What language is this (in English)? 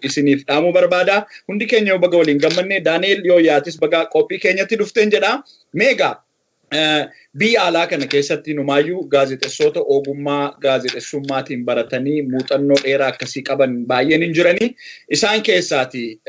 Oromo